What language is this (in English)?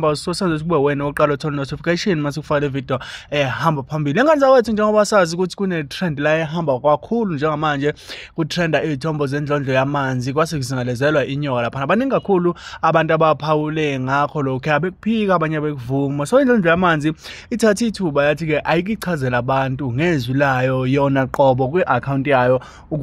Zulu